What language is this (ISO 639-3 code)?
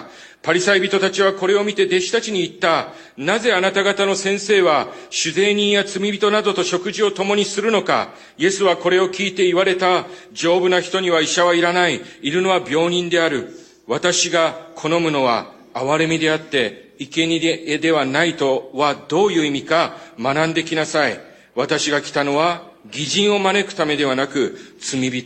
jpn